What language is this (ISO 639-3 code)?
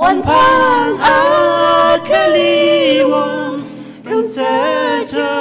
nmf